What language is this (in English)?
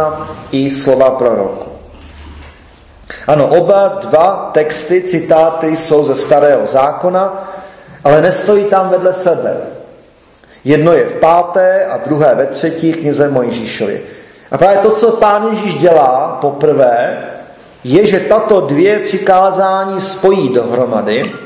Czech